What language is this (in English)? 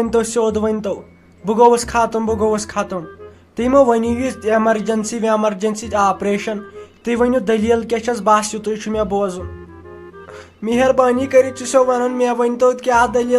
Kashmiri